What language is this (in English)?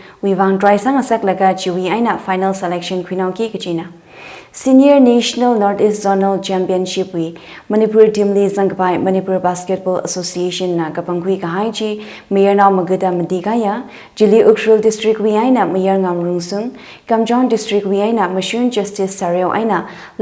Tangkhul Naga (India)